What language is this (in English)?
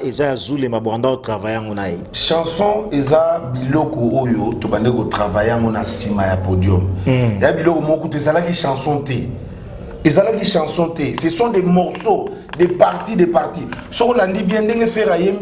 Lingala